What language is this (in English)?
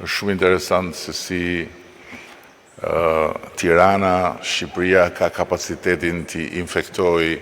Albanian